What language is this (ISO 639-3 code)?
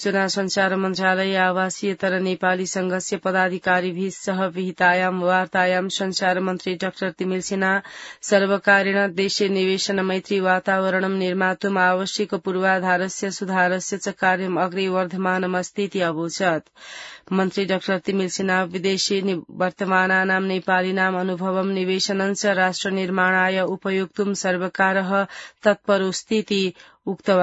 san